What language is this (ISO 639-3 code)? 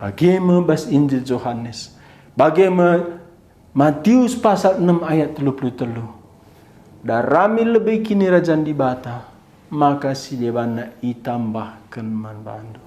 btx